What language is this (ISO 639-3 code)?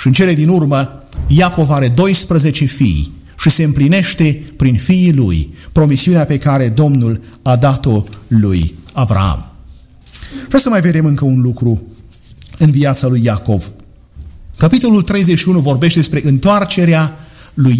ron